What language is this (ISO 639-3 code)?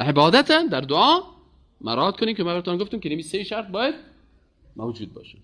fas